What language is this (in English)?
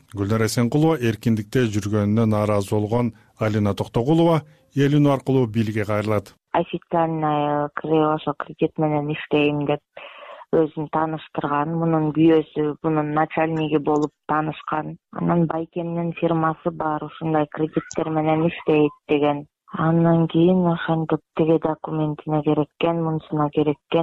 Kyrgyz